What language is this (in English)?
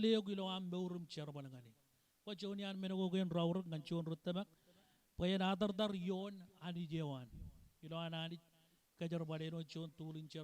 Marshallese